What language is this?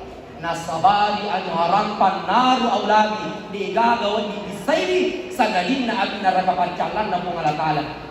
Buginese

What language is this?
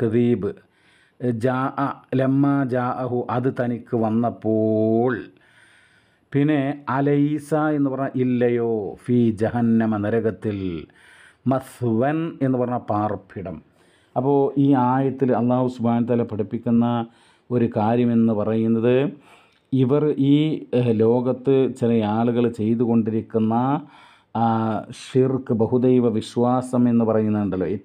Malayalam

